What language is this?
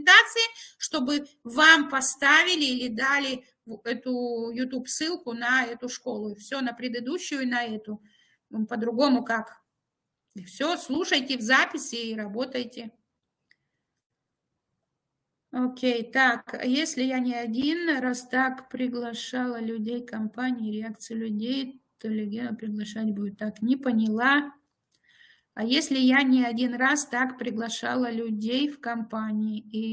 Russian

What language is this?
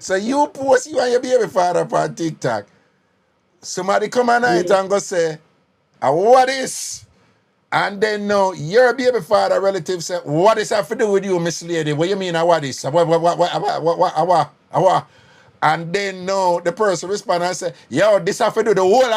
Jamaican Creole English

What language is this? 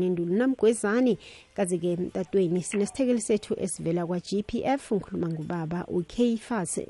South Ndebele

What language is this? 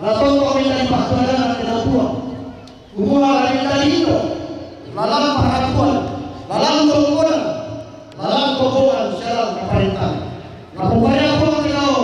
Toraja-Sa'dan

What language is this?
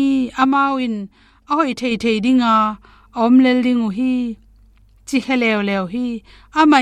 Tedim Chin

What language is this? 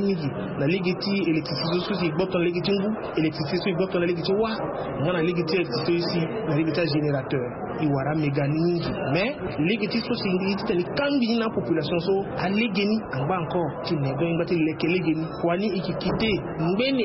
Sango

